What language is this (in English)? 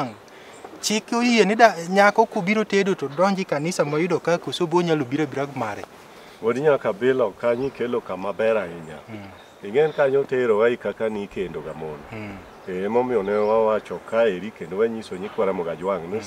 Luo (Kenya and Tanzania)